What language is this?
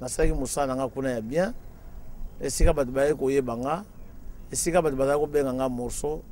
Lingala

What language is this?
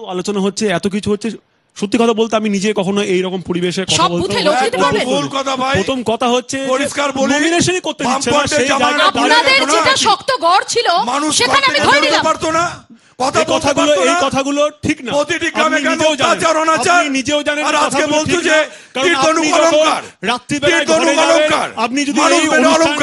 Bangla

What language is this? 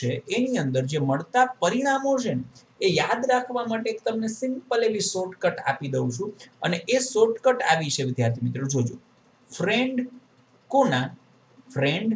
Gujarati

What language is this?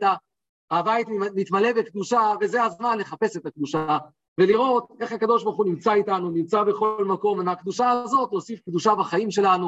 Hebrew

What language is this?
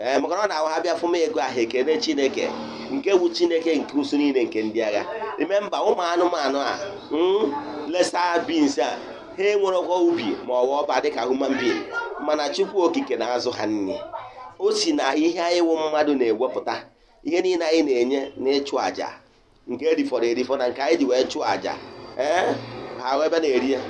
Igbo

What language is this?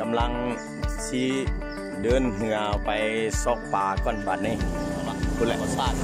Lao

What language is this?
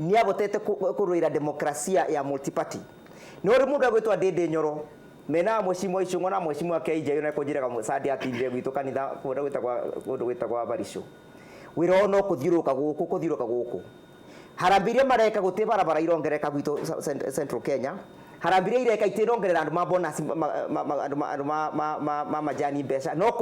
Kikuyu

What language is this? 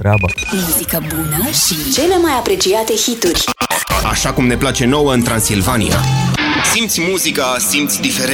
Romanian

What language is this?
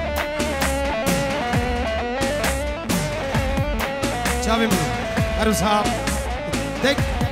Persian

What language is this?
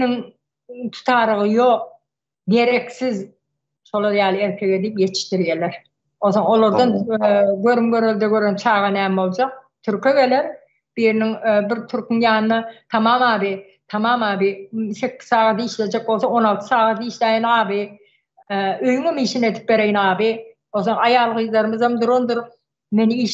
Turkmen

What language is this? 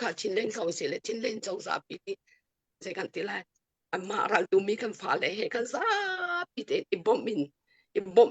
Hakha Chin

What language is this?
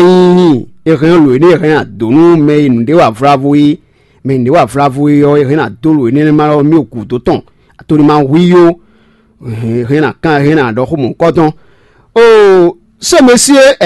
Fon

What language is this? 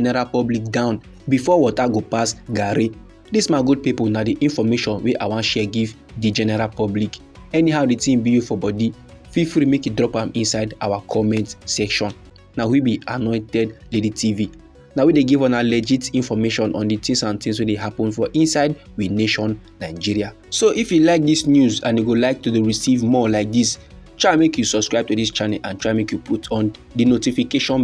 Nigerian Pidgin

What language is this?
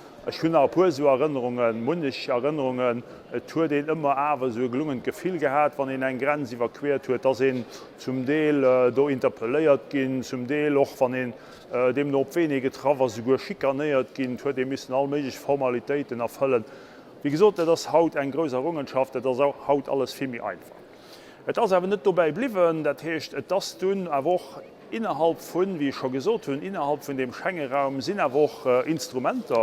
Luxembourgish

